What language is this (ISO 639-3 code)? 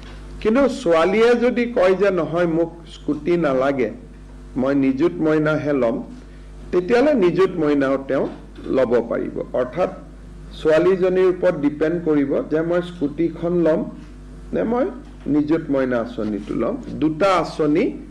asm